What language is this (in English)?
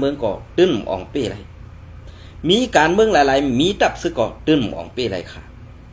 Shan